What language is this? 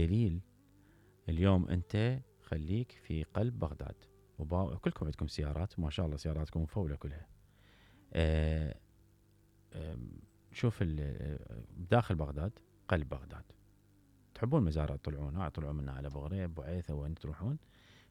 Mesopotamian Arabic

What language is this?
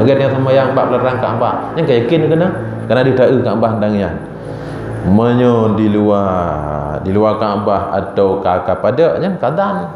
Achinese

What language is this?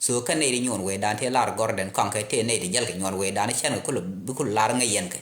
Nuer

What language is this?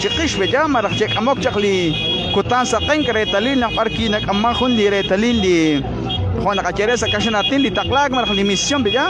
Kekchí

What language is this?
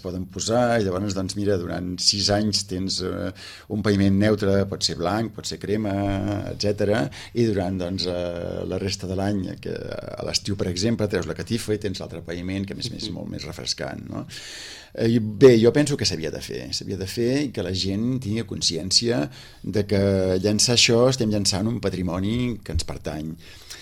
Catalan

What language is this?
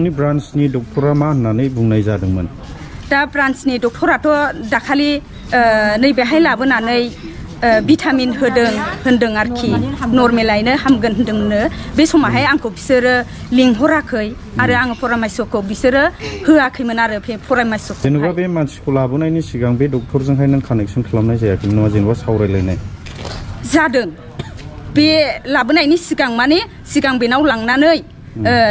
Bodo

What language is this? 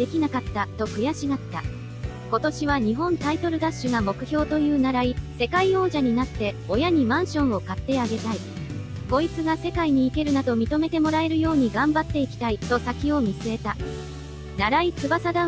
Japanese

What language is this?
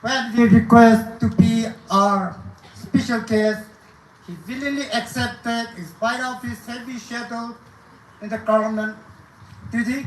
Naga Pidgin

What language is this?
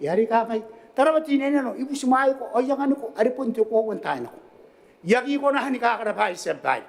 Gilbertese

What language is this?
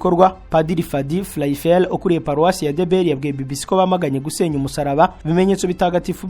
Kinyarwanda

